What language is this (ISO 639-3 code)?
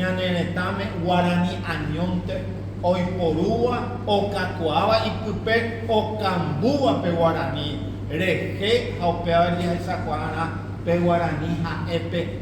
grn